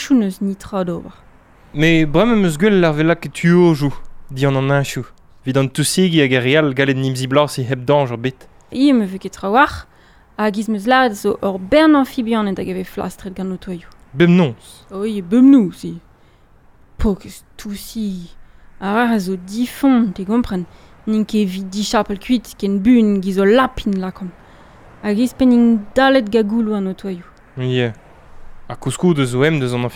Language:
Breton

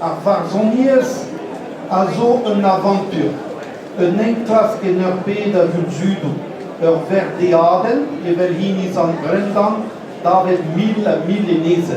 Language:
Breton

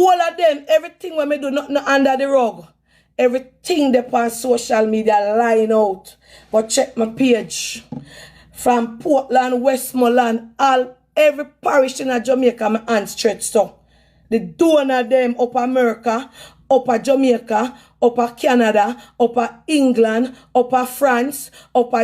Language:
Jamaican Creole English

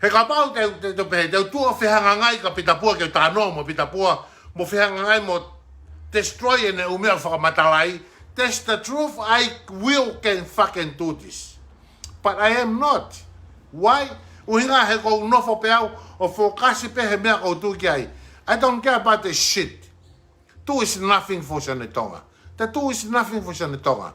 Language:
Tongan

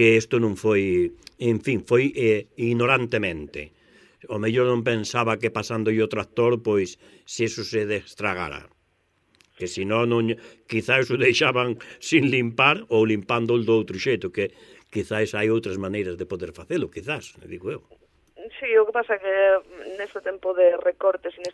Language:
Galician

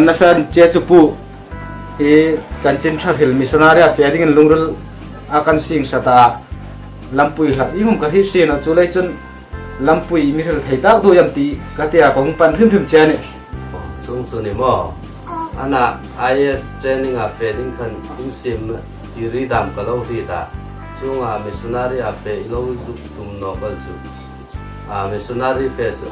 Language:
Hmar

